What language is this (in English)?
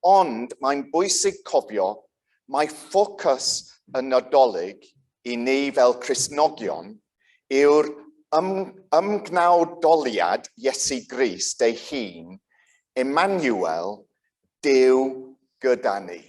Welsh